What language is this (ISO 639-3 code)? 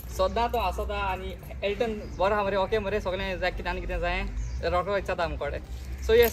kok